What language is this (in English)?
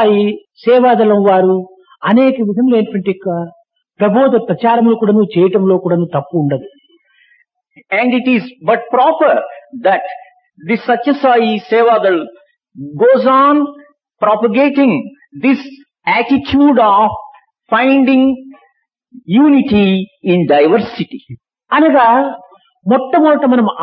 Telugu